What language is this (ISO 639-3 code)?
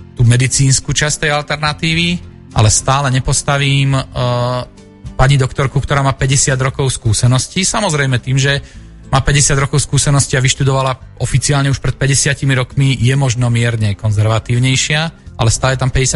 slk